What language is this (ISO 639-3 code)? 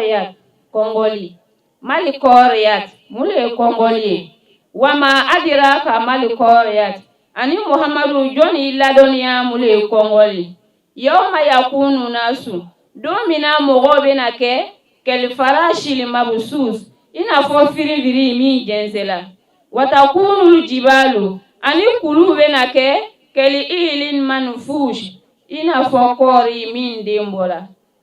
bam